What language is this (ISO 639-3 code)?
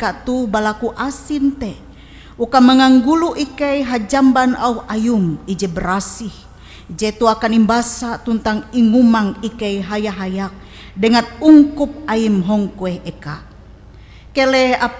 nij